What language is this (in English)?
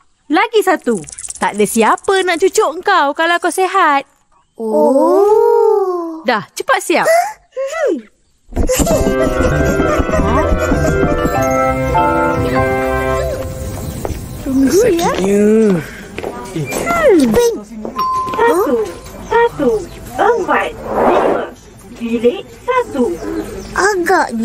Malay